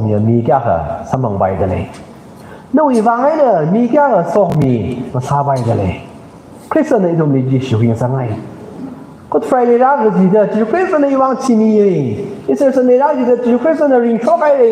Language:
Tangkhul Naga (India)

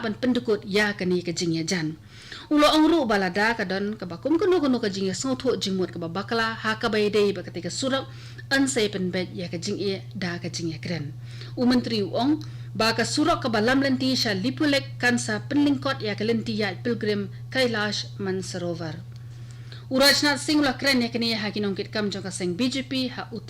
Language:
Khasi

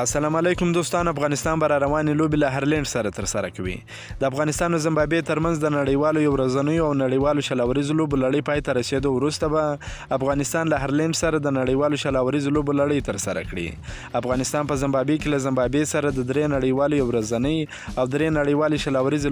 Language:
Pashto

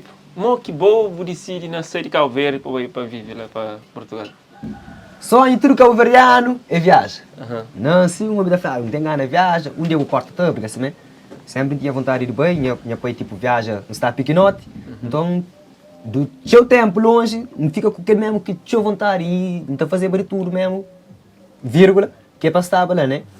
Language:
Kabuverdianu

